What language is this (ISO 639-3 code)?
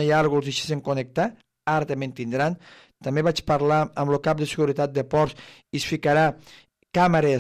cat